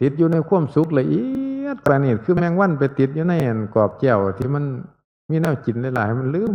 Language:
Northeastern Thai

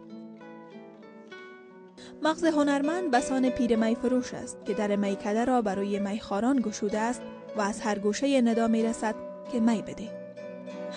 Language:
Persian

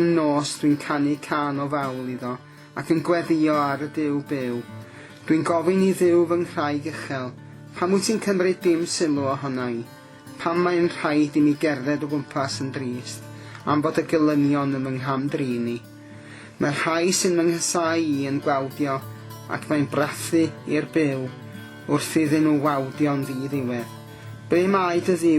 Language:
Welsh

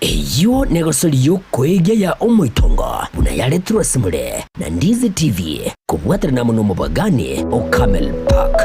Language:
Gusii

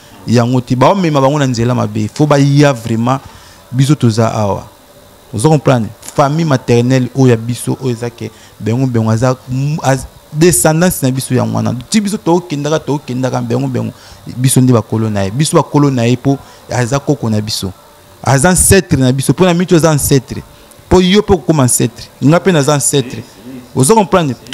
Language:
Lingala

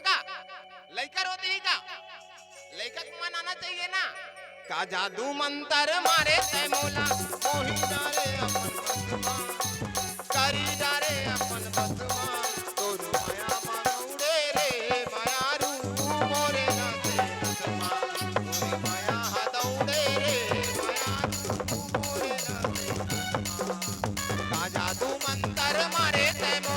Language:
Chhattisgarhi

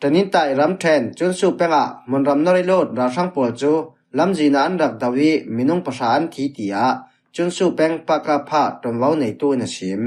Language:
Falam Chin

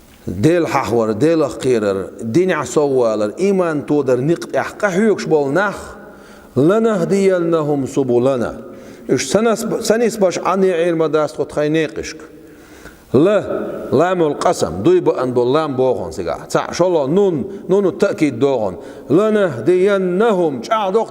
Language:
Chechen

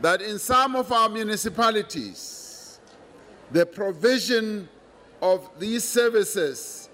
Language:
English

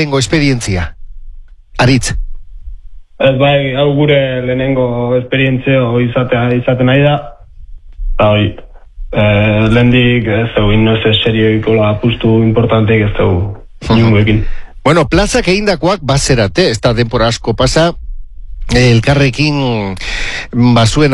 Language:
Basque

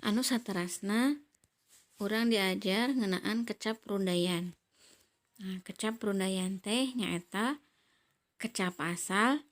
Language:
Sundanese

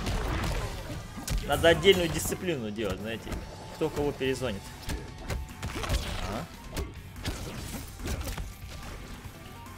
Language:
Russian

